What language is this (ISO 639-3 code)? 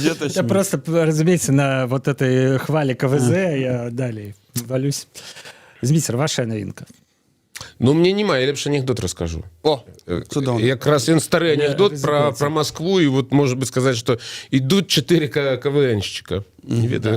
bel